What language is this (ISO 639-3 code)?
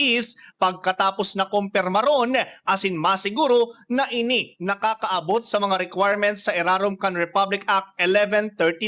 bik